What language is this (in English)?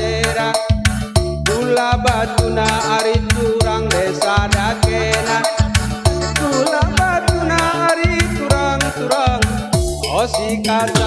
Batak Karo